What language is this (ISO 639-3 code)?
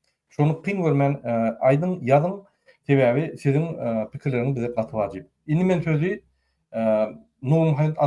tuk